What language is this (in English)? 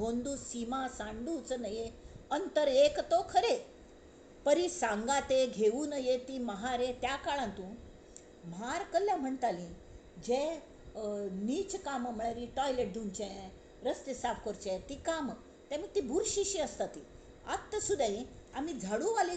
Konkani